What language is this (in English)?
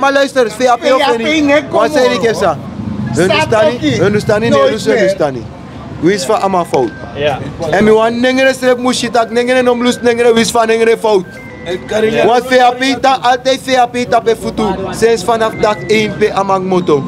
Sranan Tongo